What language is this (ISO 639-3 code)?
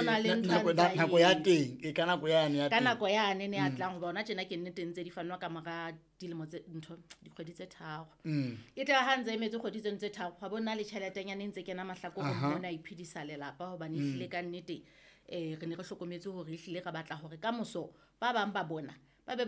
sot